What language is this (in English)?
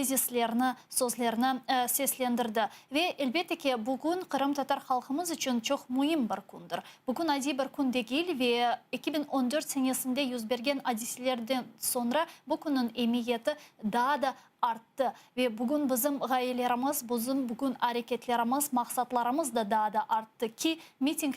Crimean Tatar